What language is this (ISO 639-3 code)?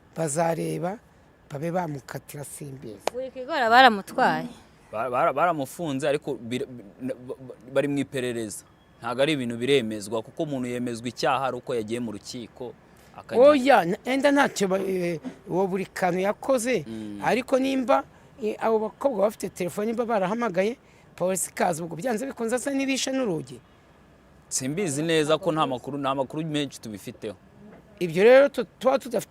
kin